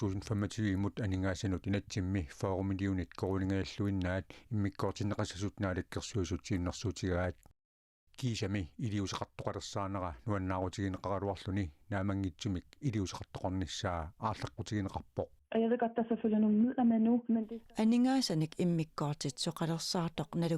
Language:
Kalaallisut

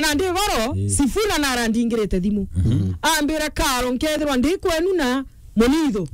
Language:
Meru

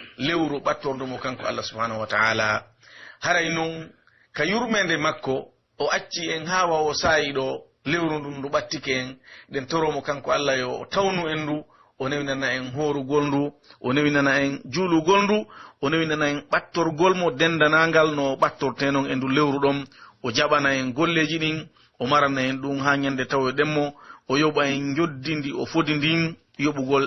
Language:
Pular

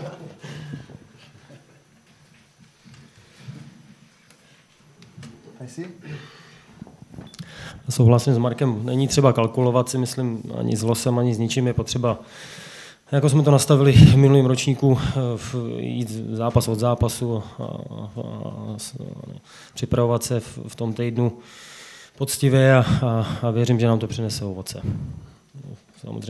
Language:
Czech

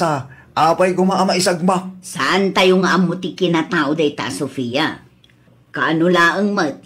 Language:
Iloko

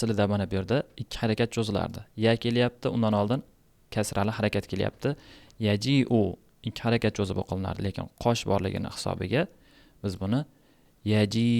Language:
Uzbek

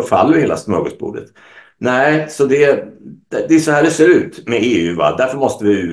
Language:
Swedish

